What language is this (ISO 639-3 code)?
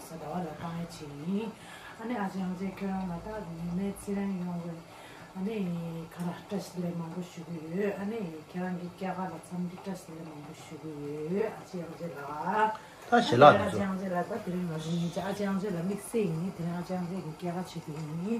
bod